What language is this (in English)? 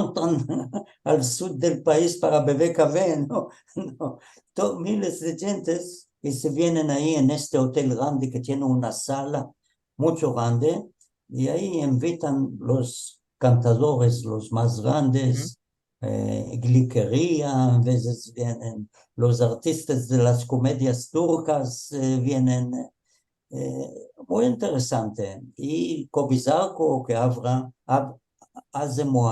Ladino